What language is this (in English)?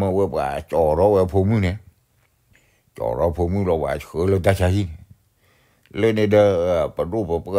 S'gaw Karen